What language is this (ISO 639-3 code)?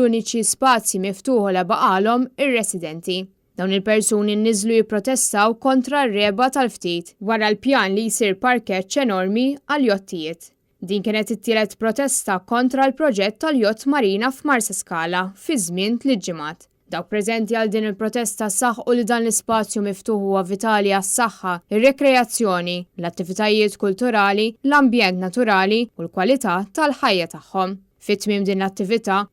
mlt